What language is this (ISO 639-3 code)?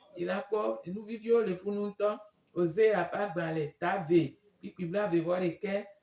gej